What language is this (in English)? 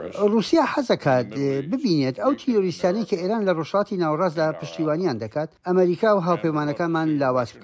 Central Kurdish